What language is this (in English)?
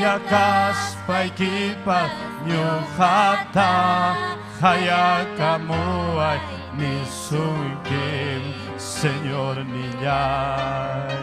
Ayacucho Quechua